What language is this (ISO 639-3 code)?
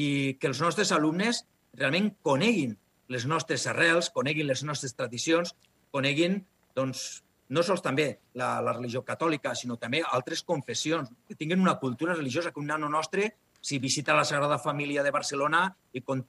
cat